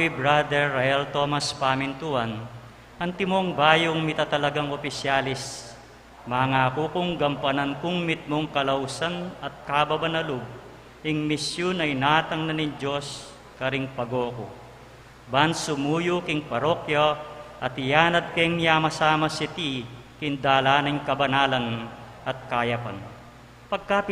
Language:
Pampanga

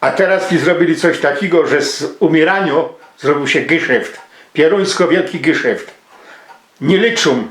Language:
Silesian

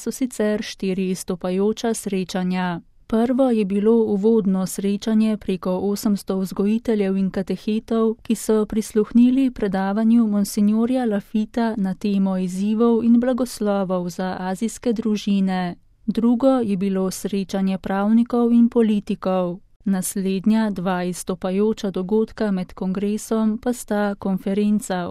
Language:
Slovenian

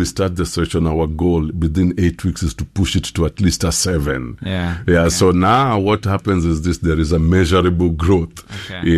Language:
English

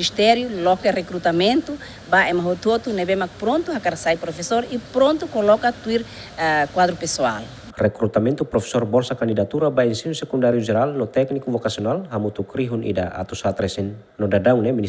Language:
Tetum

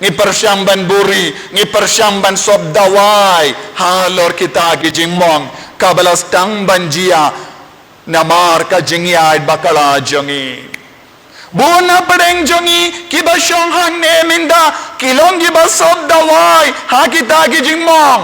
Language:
Khasi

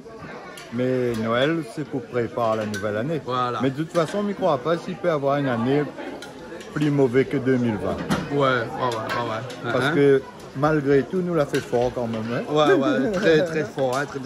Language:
Réunion Creole French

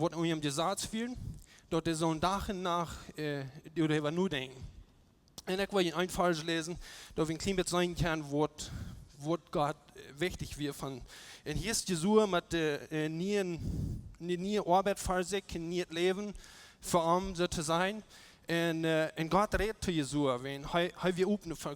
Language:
Plautdietsch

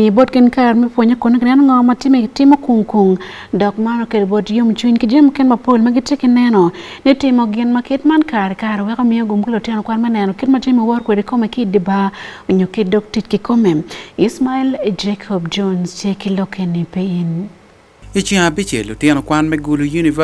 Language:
Acoli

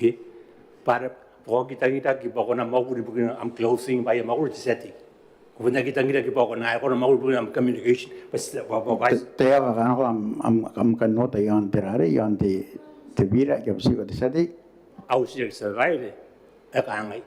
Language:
Gilbertese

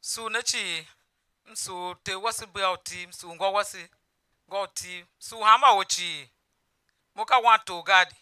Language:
Tiv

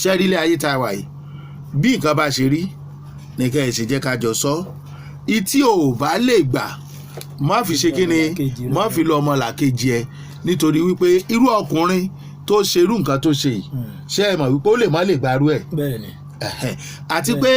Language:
Yoruba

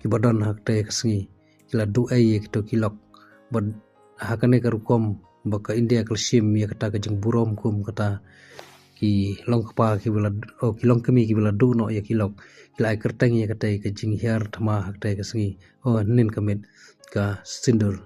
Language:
Khasi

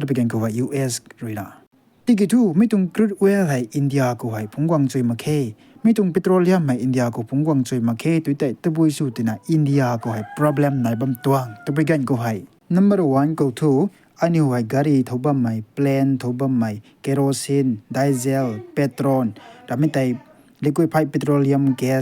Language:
Rongmei Naga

